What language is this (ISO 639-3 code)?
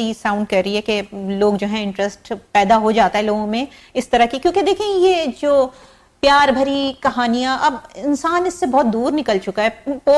urd